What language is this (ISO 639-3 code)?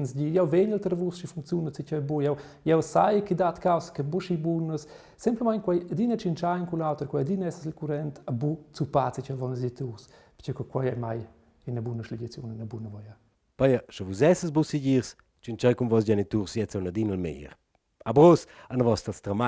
roh